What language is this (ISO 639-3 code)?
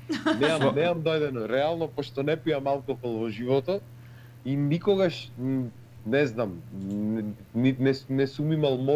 mkd